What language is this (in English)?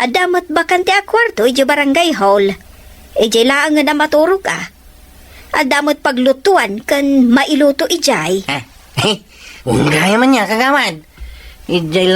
Iloko